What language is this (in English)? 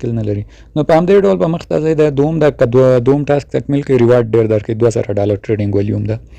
Pashto